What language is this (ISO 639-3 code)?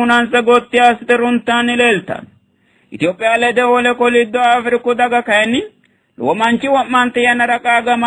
sid